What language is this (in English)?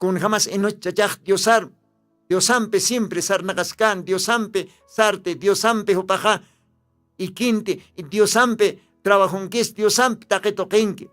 Aymara